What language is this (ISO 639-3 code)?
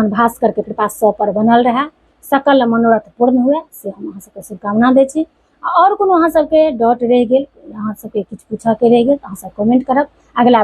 mai